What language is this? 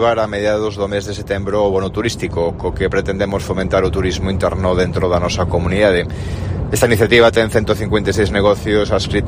Galician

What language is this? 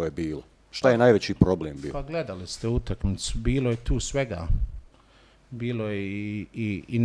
Bosnian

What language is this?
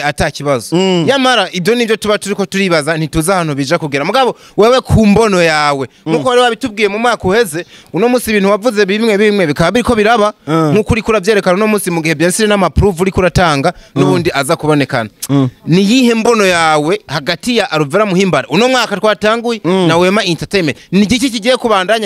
Rundi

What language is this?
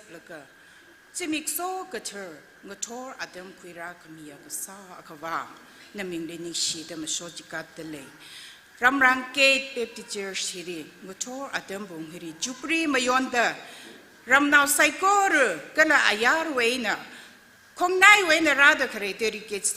Tangkhul Naga (India)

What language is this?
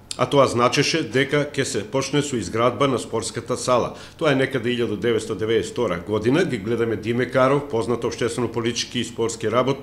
Macedonian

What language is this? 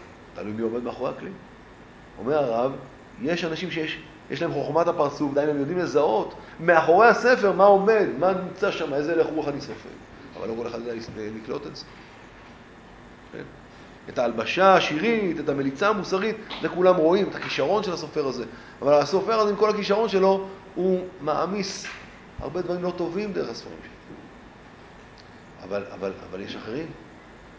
Hebrew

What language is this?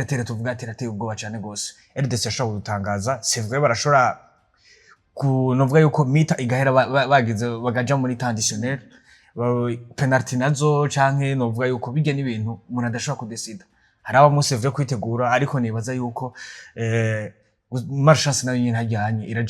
Rundi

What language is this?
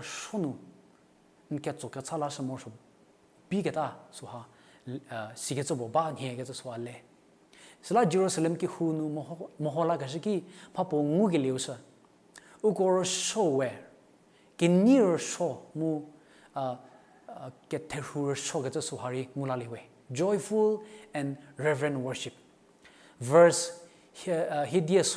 Angami Naga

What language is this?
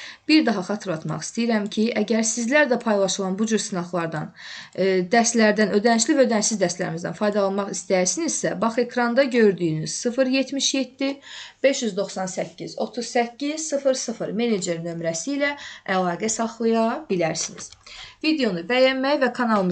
Azerbaijani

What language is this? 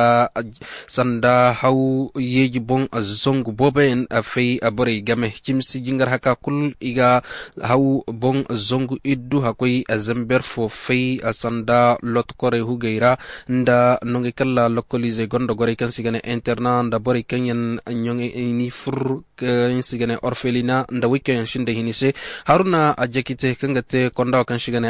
Koyraboro Senni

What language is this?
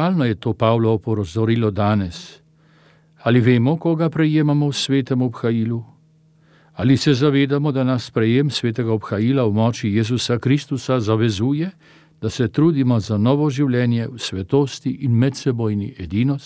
Slovenian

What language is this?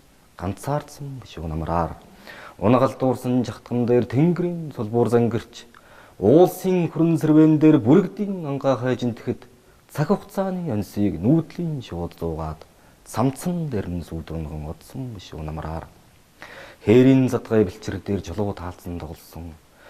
Mongolian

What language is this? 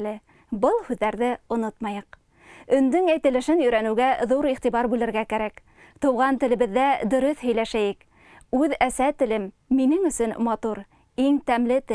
Bashkir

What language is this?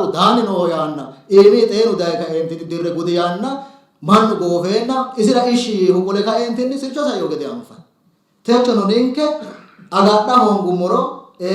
Sidamo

